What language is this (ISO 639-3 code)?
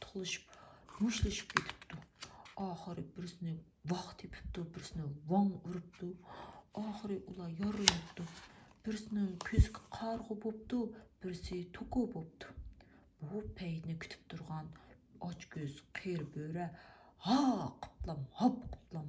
uig